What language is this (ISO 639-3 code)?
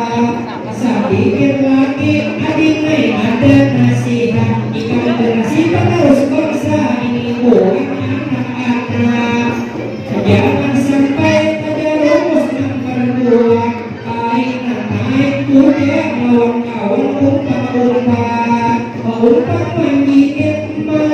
bjn